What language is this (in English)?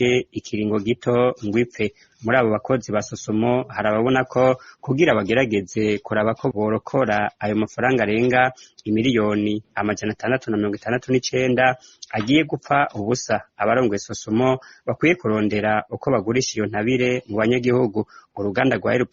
Rundi